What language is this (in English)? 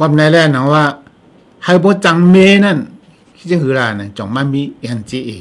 Shan